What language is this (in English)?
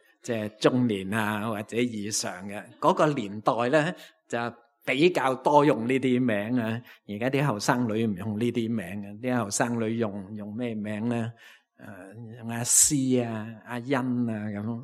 Cantonese